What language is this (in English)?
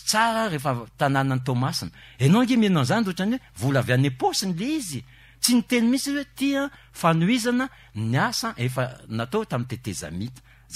Malagasy